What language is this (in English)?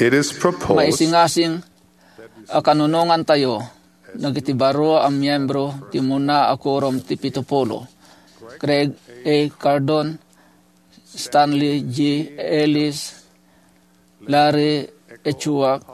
Iloko